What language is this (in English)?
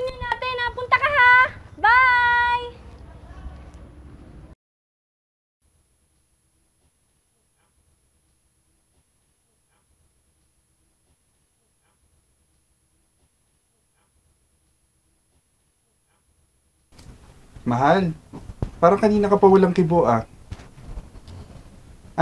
Filipino